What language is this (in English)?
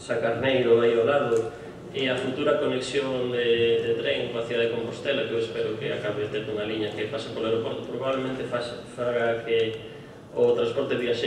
Galician